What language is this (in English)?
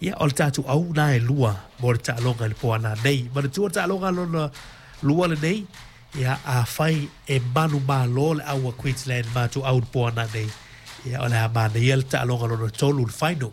Samoan